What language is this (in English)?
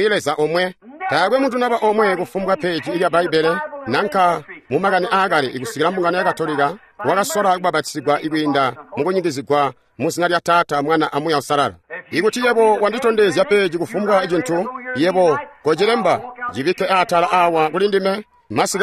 Tonga (Zambia)